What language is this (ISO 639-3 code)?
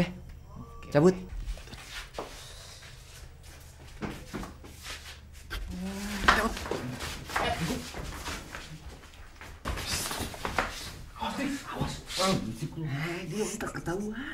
ind